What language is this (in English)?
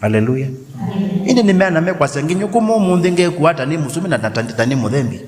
Kamba